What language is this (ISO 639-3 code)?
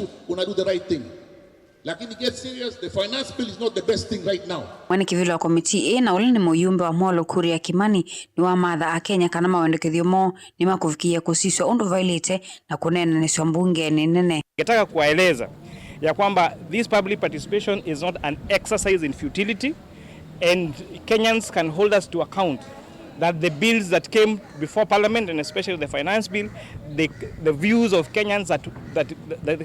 kam